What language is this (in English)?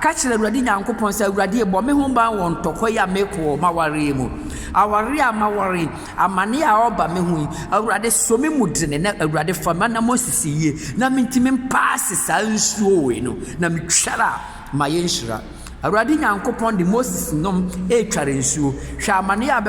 Akan